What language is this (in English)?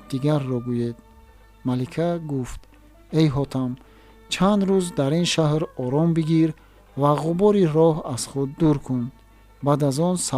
Tajik